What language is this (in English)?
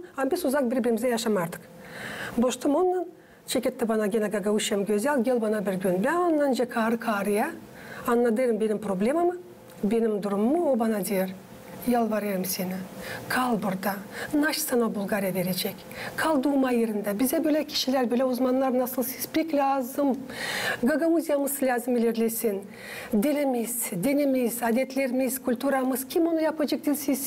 Gagauz